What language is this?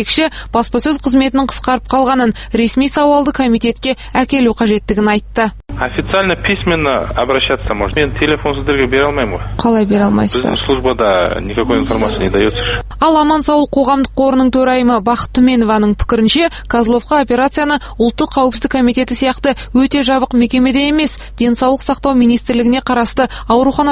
Kazakh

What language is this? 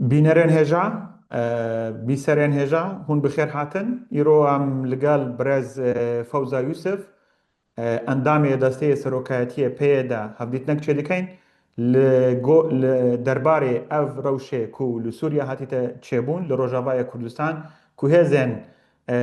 Kurdish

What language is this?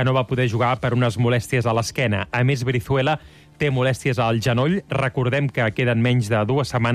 Catalan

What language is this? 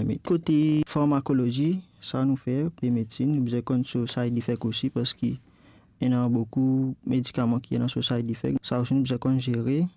Morisyen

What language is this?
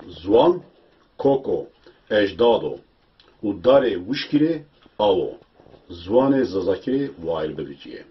Zaza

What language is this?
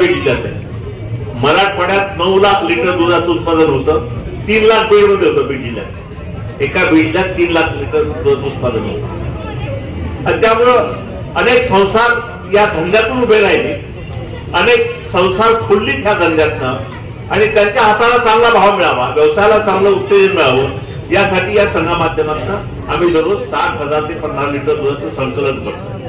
Marathi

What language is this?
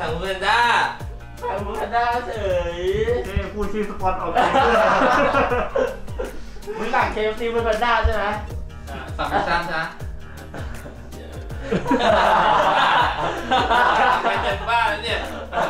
Thai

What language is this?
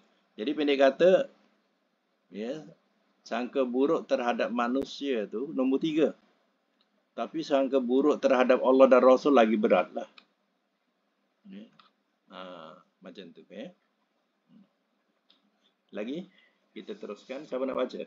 Malay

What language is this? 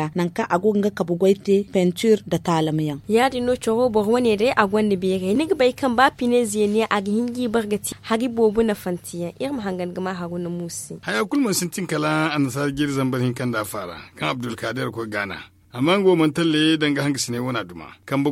Zarma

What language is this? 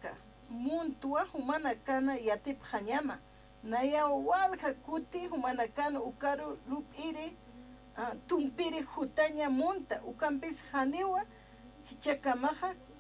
Aymara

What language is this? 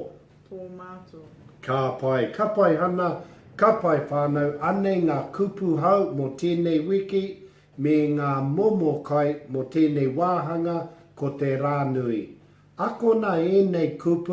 Māori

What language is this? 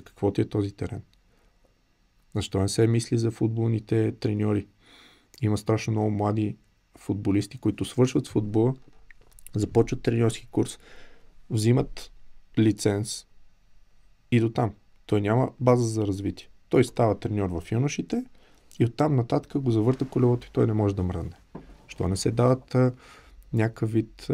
Bulgarian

